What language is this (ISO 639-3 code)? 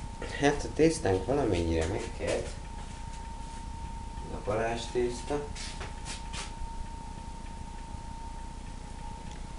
hun